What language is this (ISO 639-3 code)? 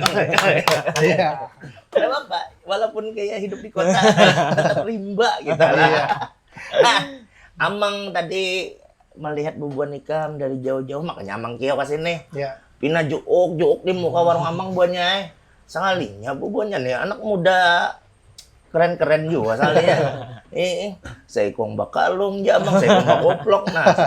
bjn